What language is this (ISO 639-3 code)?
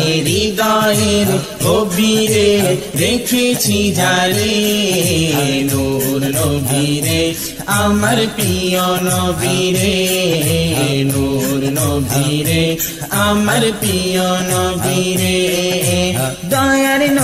ben